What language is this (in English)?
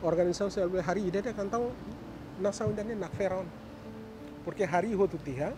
Tetum